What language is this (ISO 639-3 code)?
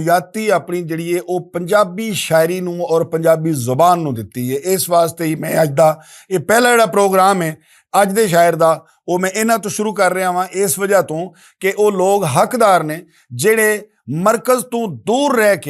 lah